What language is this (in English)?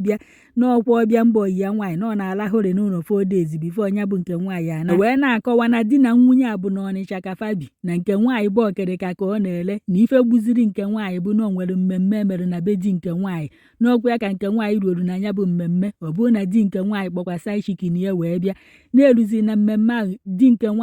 Igbo